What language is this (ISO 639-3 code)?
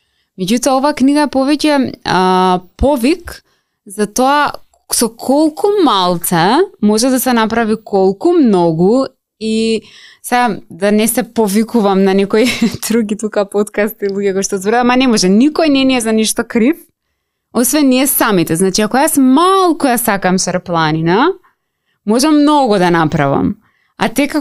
mkd